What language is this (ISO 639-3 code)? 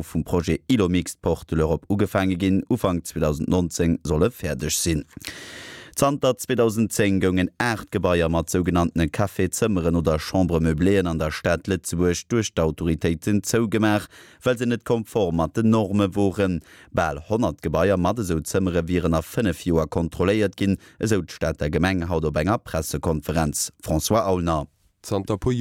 ltz